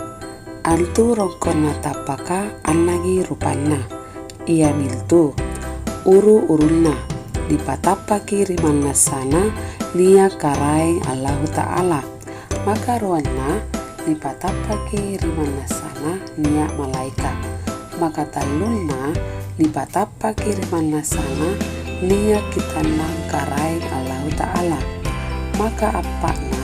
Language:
Makasar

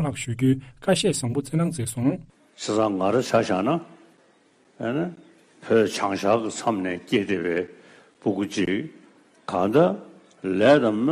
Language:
Tibetan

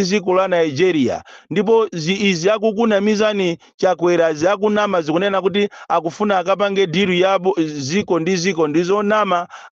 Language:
Nyanja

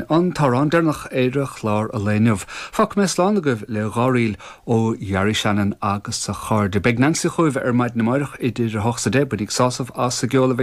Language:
Irish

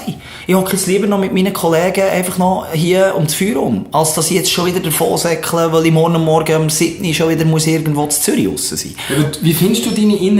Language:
Swiss German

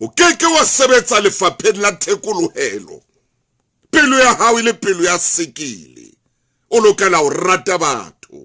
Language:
Southern Sotho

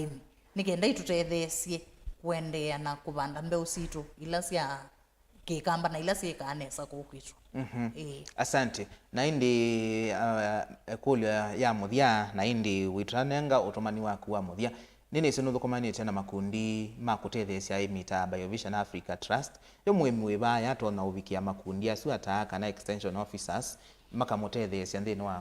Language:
Kamba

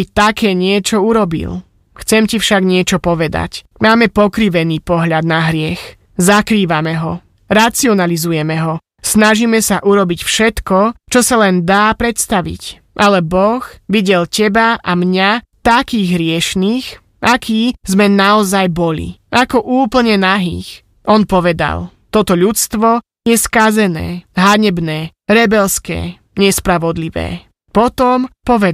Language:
Slovak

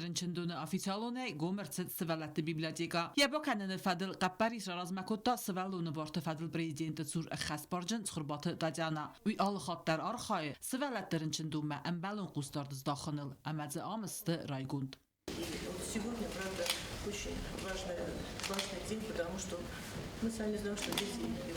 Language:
Ossetic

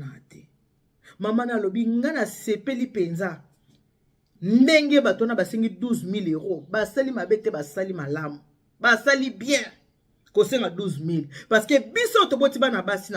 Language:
Lingala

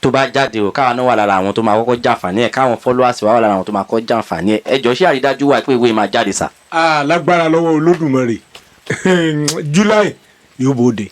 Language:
Yoruba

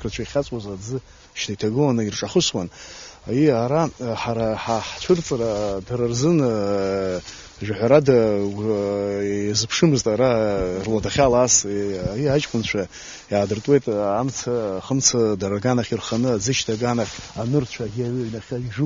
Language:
Abkhazian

